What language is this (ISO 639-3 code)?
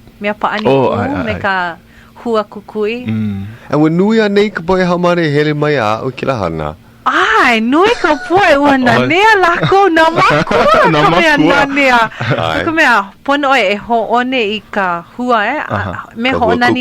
haw